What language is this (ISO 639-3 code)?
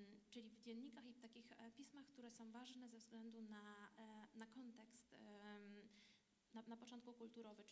pol